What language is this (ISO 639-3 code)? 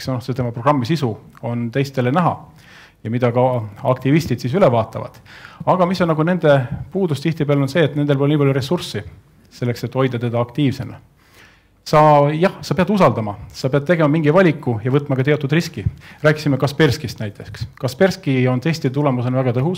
est